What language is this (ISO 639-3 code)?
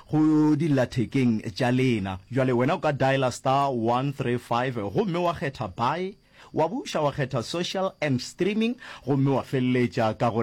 nso